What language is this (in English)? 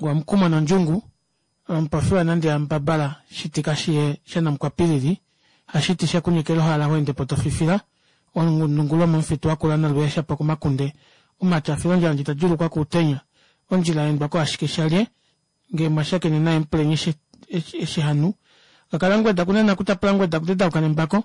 Kuanyama